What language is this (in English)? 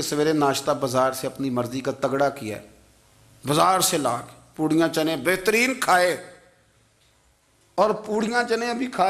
Urdu